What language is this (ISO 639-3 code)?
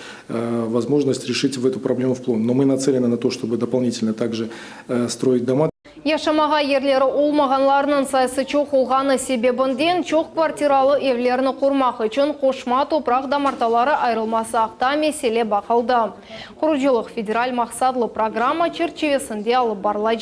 crh